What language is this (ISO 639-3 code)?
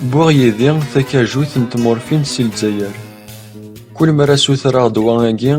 kab